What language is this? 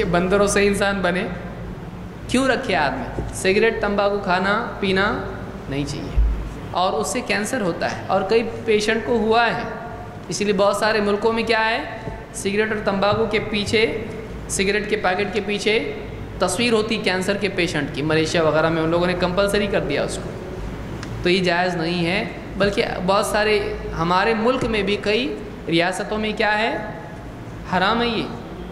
Urdu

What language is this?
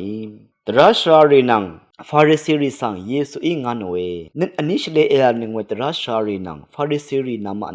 Rawang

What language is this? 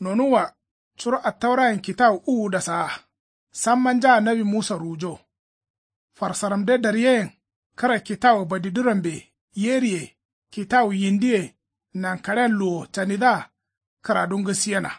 Kanuri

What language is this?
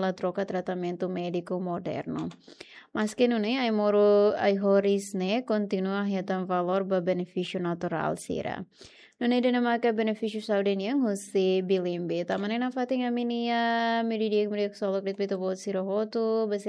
Tetum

